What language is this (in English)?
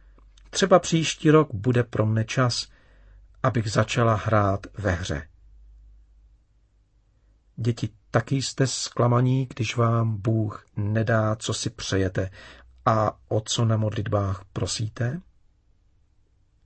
Czech